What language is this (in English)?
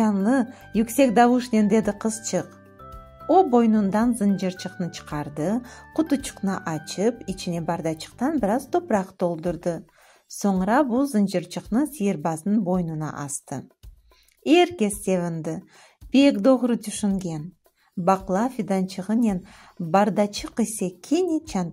Crimean Tatar